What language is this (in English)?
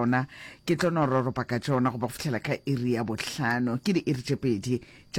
Northern Sotho